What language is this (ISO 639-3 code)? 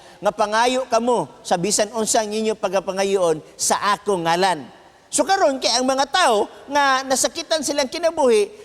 ceb